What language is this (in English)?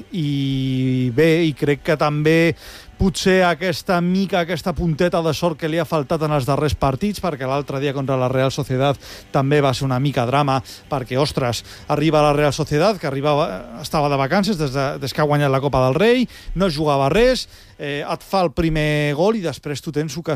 Catalan